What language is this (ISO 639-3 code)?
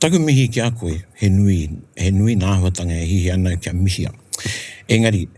mri